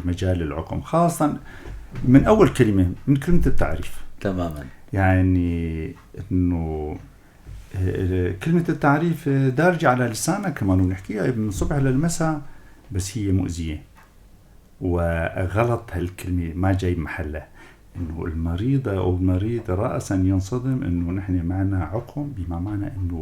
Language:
North Levantine Arabic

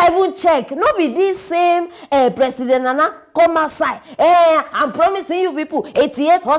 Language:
Nigerian Pidgin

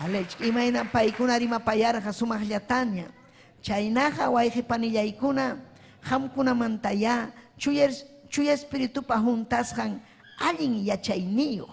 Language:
Ayacucho Quechua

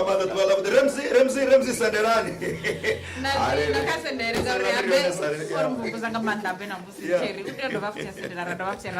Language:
Venda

